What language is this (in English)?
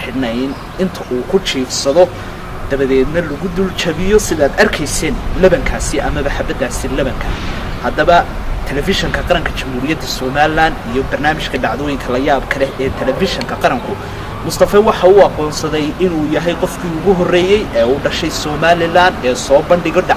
Somali